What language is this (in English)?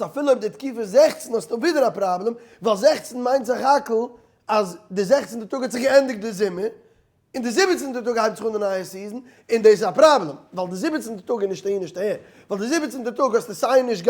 Yiddish